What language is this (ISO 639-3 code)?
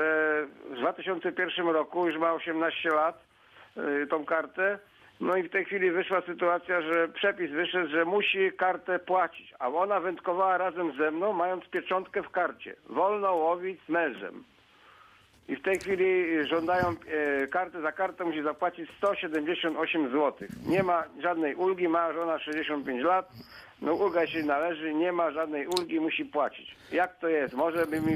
pol